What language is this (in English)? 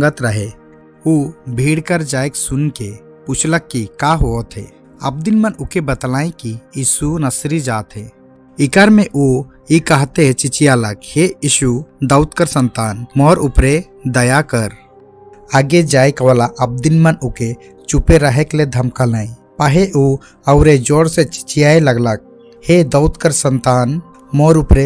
Sadri